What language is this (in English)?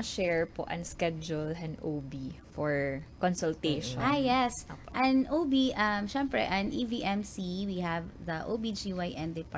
Waray